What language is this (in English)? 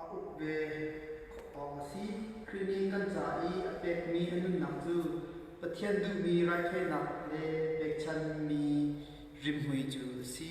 Hakha Chin